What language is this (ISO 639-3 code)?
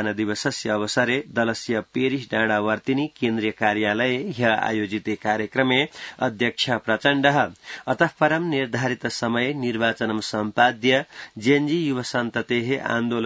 san